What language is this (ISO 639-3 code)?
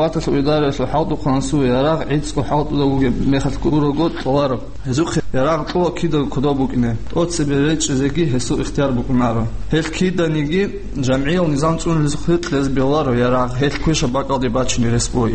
ava